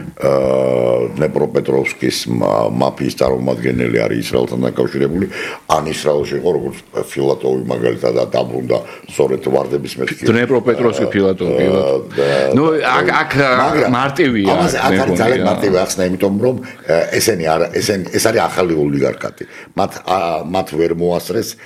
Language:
Georgian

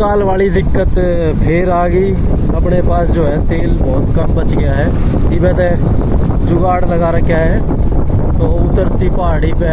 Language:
Haryanvi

